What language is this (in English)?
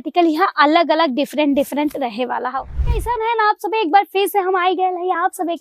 Bhojpuri